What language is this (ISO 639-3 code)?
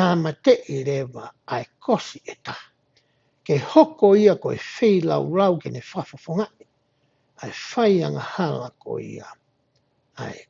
ton